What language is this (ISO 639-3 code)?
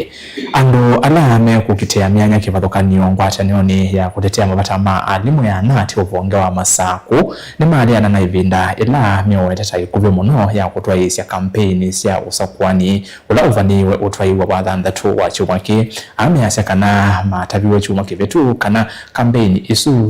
kam